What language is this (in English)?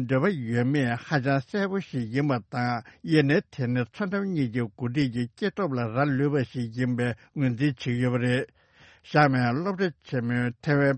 Tibetan